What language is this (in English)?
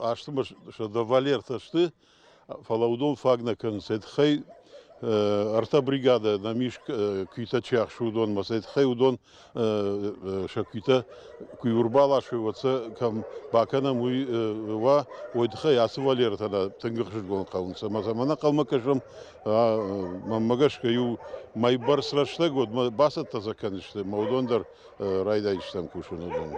Ossetic